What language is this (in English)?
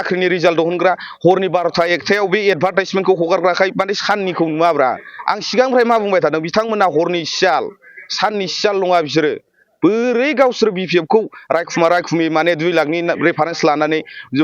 Bodo